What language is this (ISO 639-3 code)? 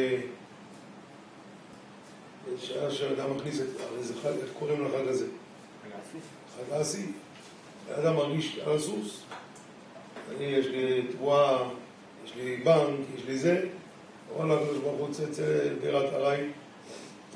heb